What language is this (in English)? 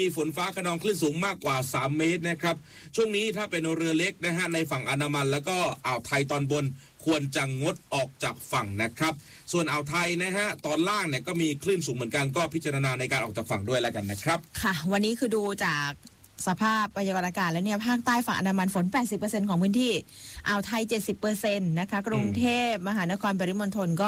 Thai